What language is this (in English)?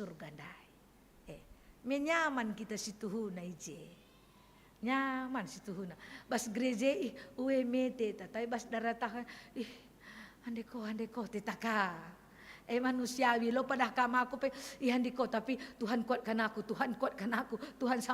Batak Karo